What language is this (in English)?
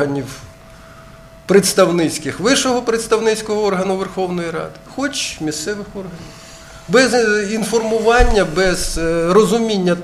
Ukrainian